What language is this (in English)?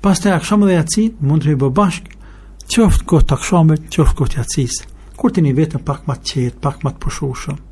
Albanian